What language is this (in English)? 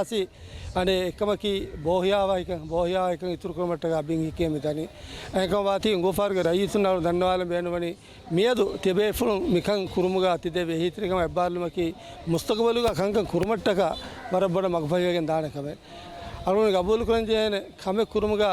Divehi